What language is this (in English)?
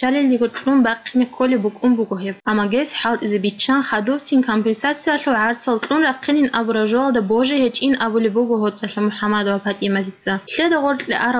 Avaric